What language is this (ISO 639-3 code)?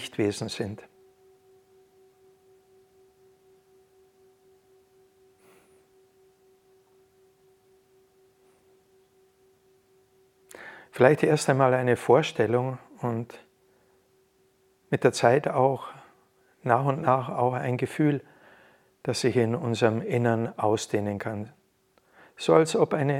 deu